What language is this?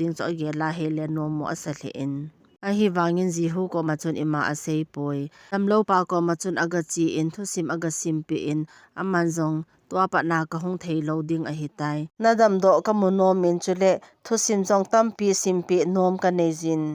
Thado Chin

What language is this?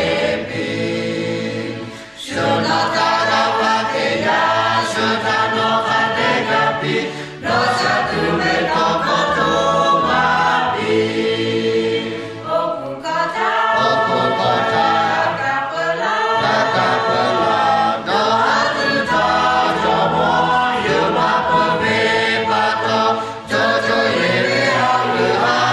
Lahu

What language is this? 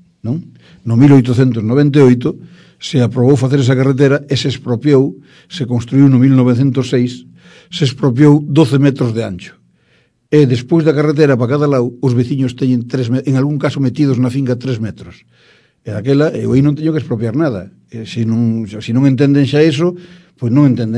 Galician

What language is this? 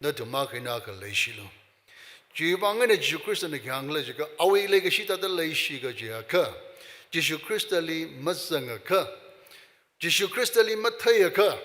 Tangkhul Naga (India)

